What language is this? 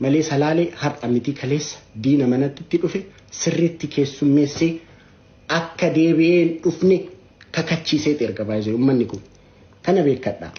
Oromo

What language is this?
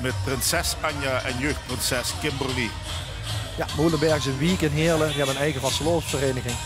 Limburgish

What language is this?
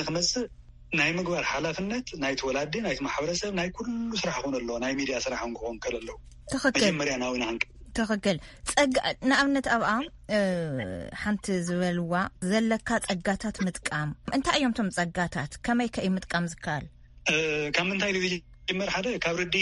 Tigrinya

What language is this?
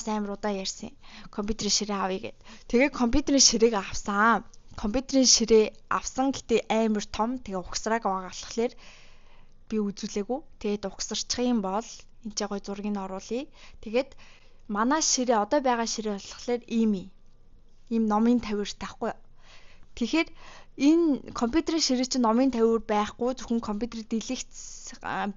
Mongolian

